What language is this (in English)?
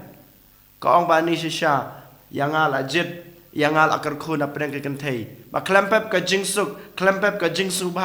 Khasi